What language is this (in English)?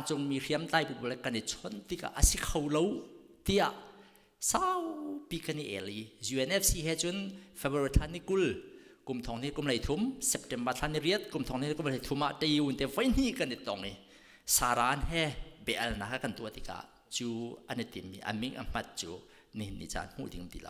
Hakha Chin